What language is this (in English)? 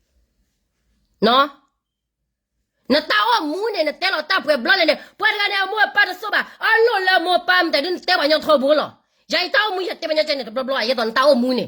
S'gaw Karen